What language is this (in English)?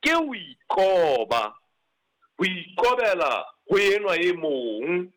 Southern Sotho